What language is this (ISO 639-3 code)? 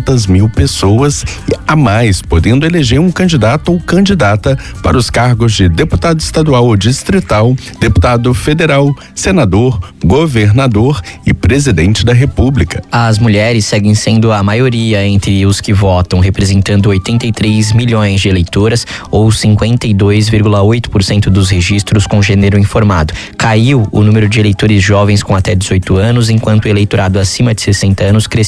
por